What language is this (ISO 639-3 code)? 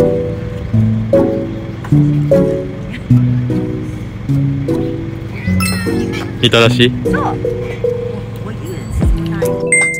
jpn